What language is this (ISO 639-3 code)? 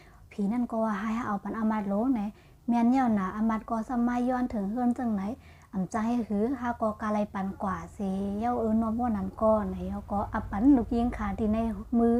shn